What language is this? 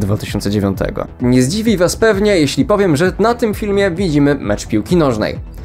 Polish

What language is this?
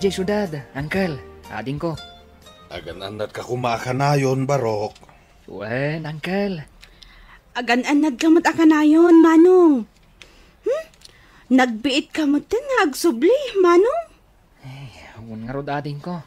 Iloko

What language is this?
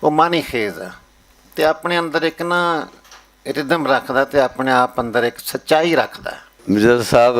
Western Panjabi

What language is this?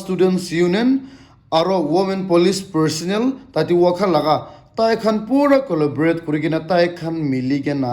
Naga Pidgin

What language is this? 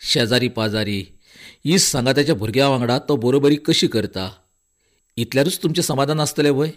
Konkani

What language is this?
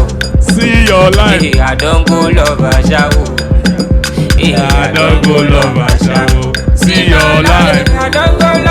Nigerian Pidgin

